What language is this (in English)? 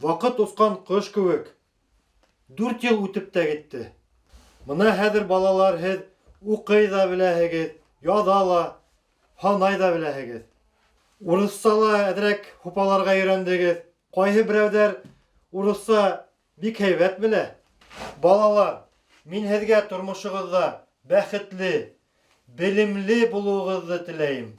Bashkir